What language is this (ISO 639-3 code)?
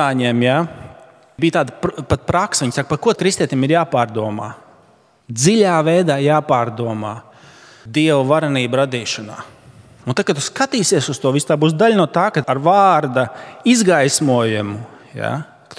lav